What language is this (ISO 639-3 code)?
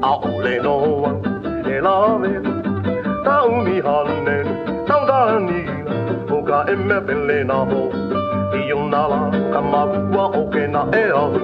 haw